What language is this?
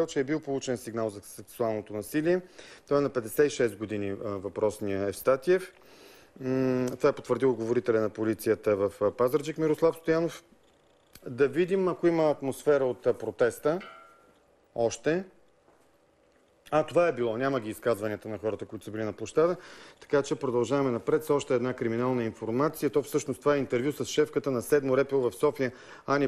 Bulgarian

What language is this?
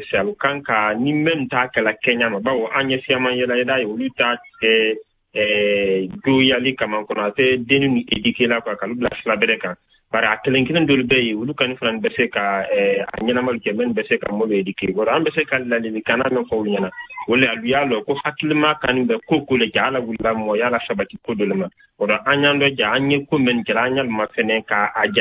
Bambara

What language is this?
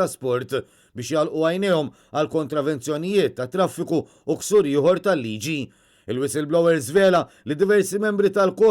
Maltese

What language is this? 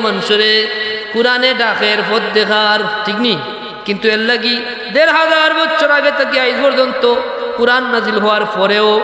Sylheti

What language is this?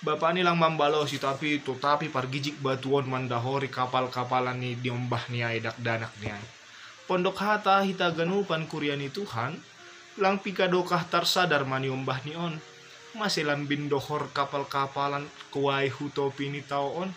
Batak Simalungun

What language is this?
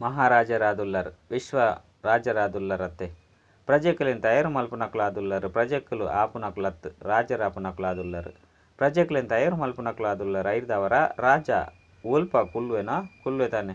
Tulu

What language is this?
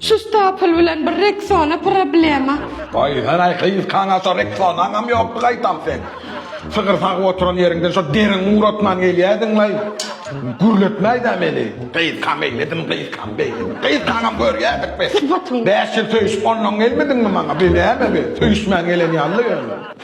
Turkmen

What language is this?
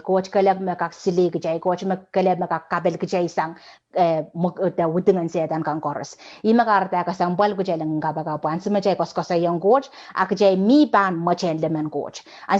Pohnpeian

